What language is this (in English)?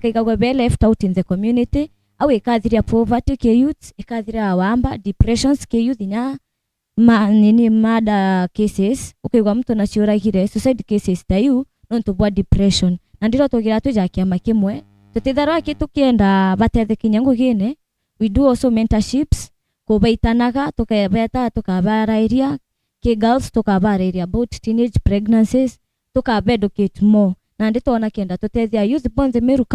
Meru